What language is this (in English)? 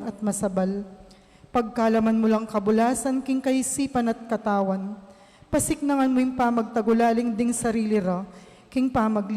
Pampanga